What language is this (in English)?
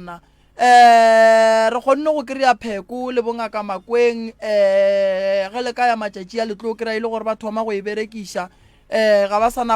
Northern Sotho